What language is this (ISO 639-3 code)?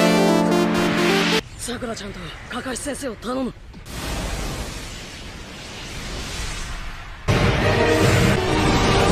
jpn